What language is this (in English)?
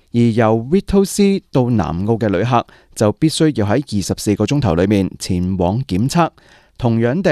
Cantonese